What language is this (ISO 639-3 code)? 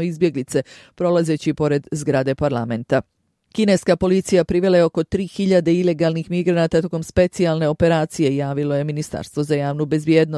bos